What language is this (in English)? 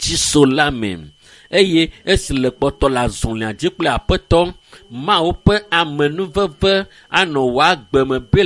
Ewe